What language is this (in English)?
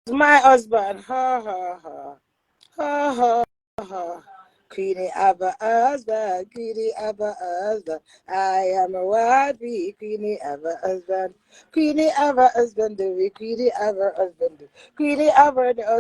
Jamaican Creole English